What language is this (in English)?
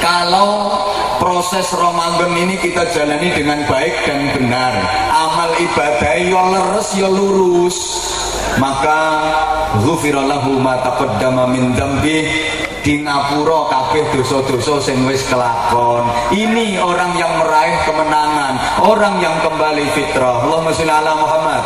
Javanese